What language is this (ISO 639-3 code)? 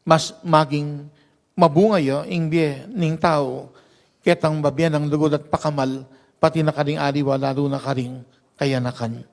pam